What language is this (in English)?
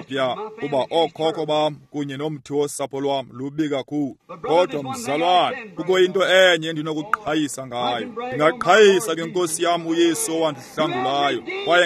Xhosa